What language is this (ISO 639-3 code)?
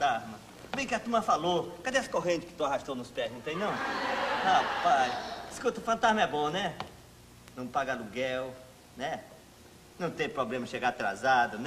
por